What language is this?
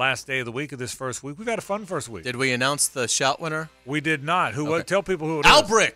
English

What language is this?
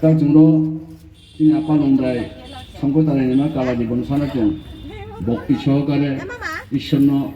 Riang (India)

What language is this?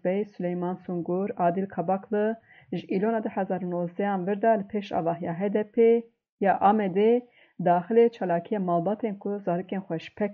Kurdish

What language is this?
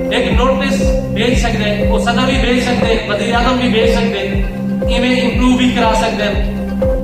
Saraiki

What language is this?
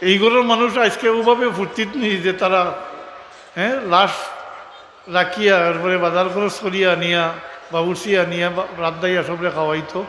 Sylheti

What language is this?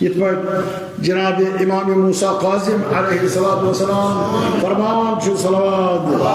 Kashmiri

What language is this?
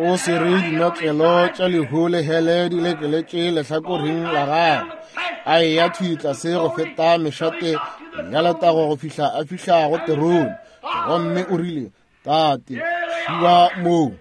Northern Sotho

